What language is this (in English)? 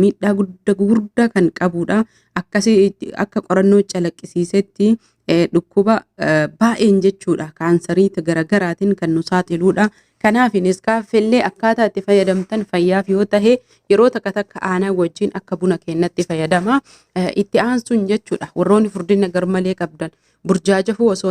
Oromo